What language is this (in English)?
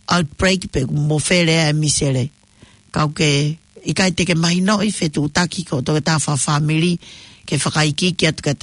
Tongan